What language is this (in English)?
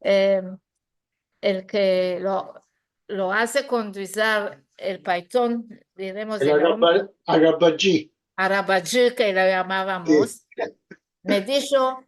Ladino